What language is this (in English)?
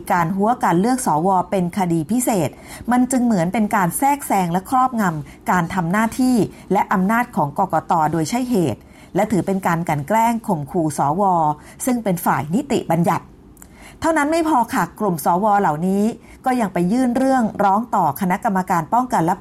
Thai